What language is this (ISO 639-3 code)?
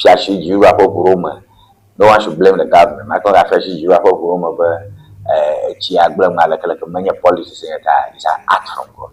ewe